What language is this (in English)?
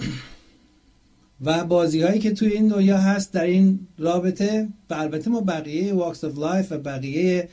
Persian